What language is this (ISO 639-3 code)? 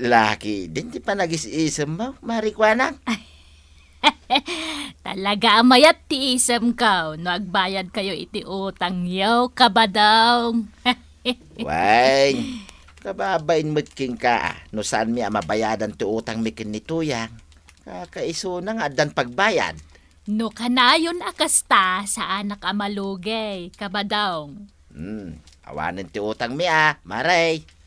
ilo